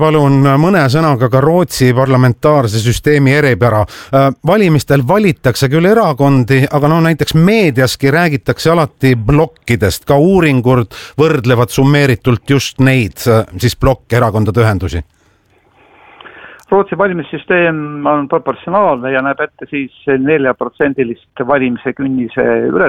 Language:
Estonian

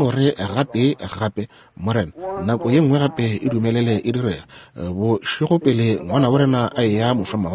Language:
Northern Sotho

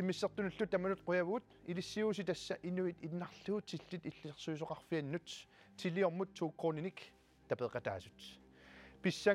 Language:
Kalaallisut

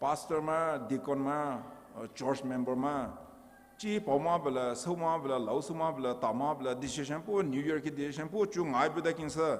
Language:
Poumei Naga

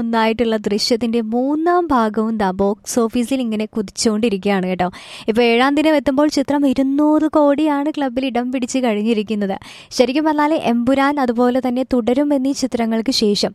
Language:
Malayalam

